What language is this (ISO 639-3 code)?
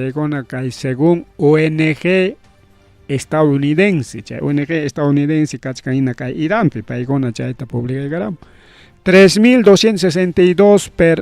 quy